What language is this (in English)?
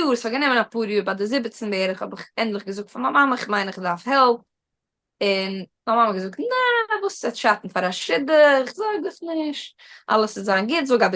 Yiddish